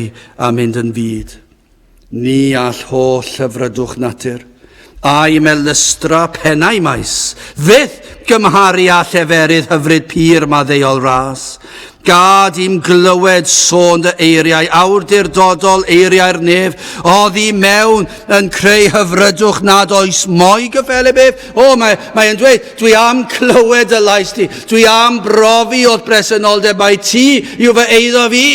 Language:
Welsh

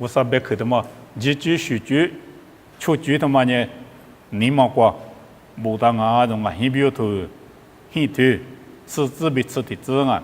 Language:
Lisu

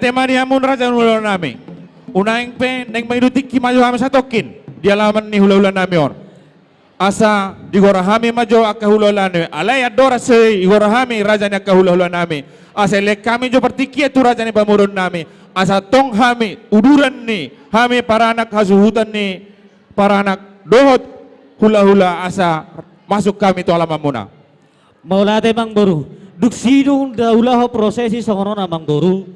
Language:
Batak Toba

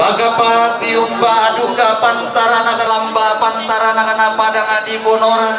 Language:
Toraja-Sa'dan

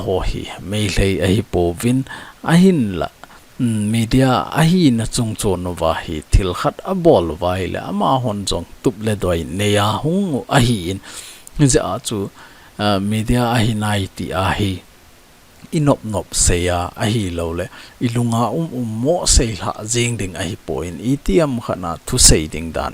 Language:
Thado Chin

